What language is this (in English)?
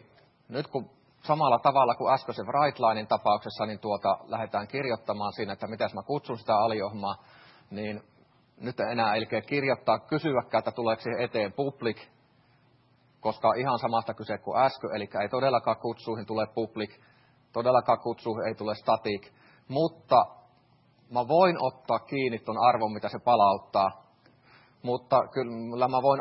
Finnish